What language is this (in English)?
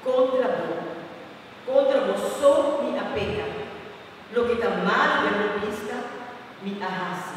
Papiamento